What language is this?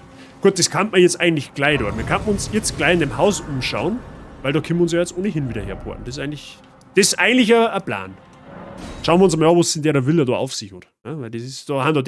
Bavarian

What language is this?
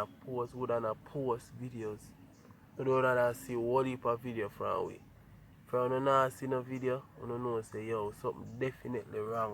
Jamaican Creole English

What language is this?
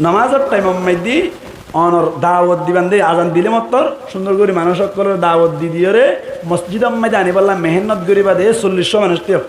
Rohingya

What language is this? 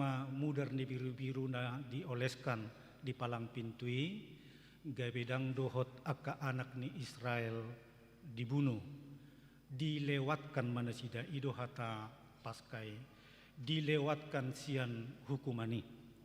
Batak Toba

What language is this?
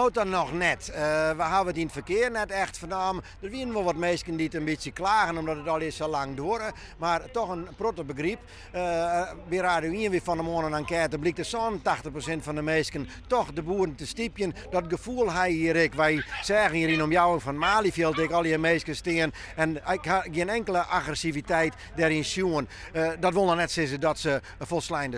Western Frisian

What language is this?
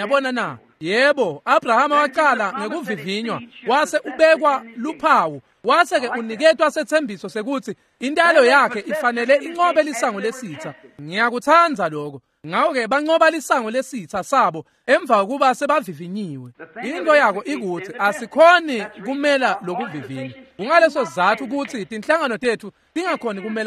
Swati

